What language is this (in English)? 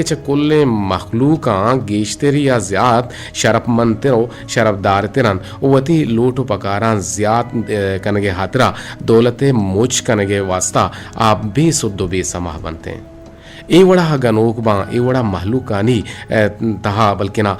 Eastern Balochi